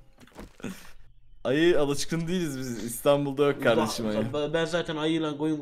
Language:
Turkish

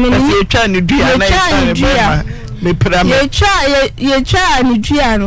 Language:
Akan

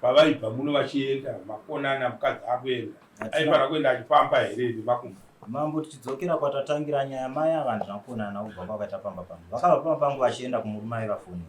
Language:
Shona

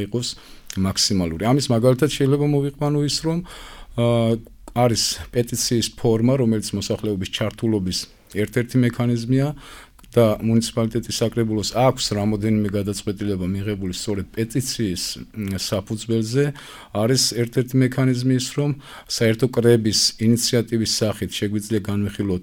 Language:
Georgian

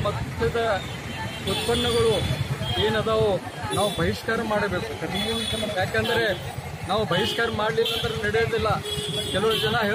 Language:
Kannada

